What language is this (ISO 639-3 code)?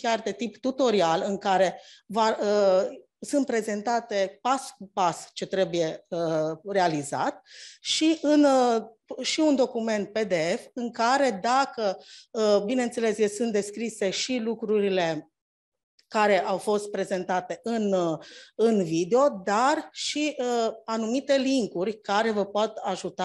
ron